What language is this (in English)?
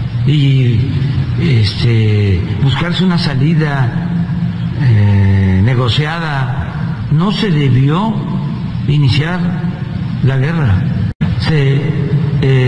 Spanish